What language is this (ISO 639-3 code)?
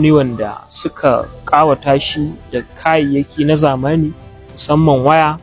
hau